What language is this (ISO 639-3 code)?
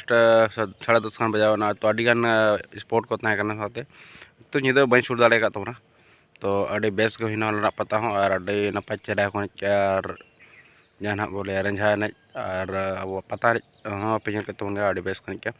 sat